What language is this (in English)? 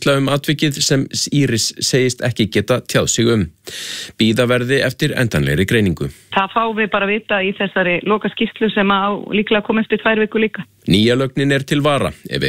Icelandic